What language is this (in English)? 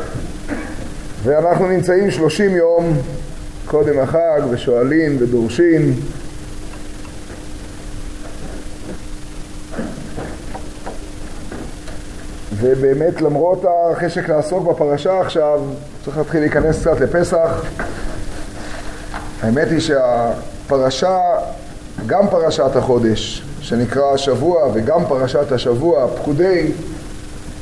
Hebrew